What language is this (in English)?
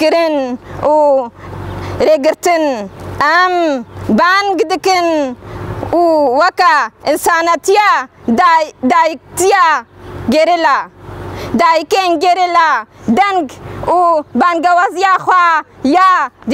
Kurdish